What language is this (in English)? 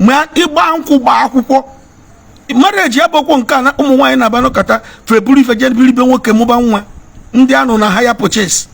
Igbo